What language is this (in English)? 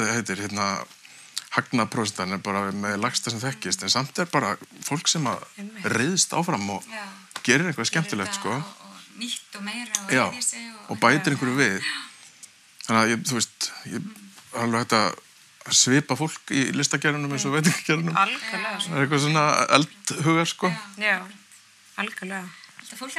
Icelandic